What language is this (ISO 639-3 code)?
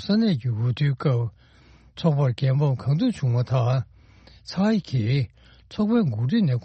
bod